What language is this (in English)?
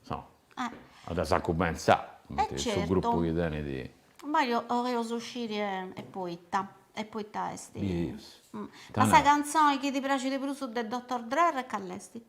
Sardinian